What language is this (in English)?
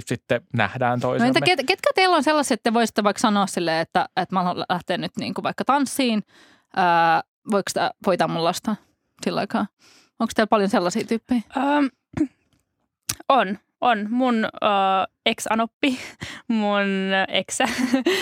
Finnish